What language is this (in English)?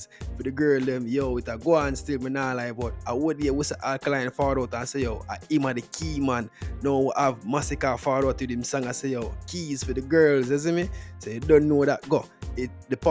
Jamaican Creole English